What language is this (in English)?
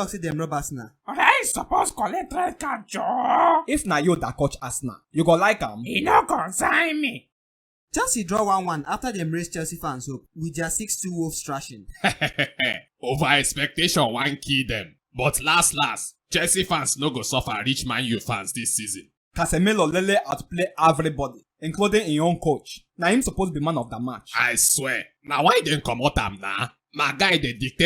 Nigerian Pidgin